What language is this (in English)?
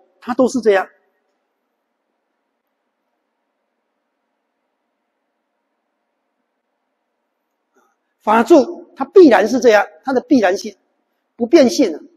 Chinese